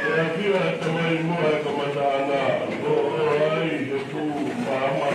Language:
Tongan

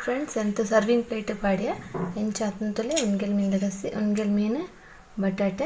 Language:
Tulu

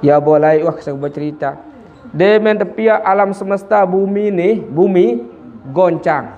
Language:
Sasak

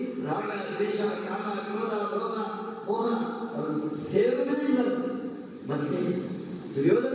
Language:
Kannada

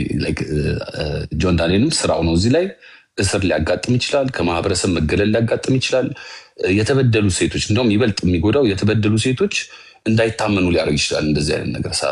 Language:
Amharic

